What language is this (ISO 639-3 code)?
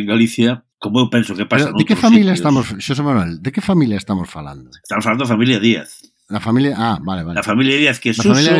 glg